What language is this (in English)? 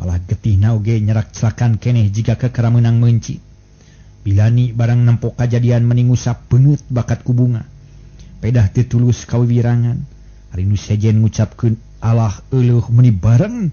Sundanese